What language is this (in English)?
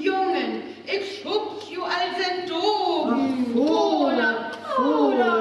Northern Frisian